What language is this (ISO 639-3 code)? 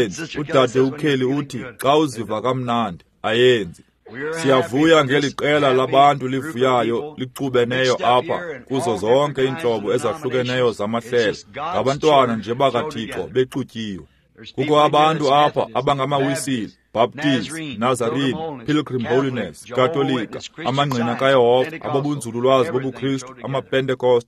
xho